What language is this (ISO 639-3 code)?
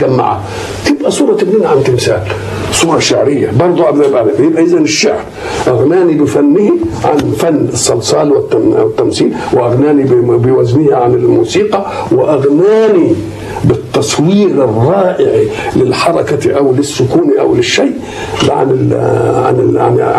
arz